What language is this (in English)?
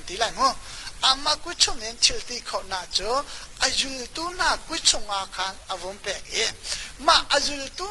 Hakha Chin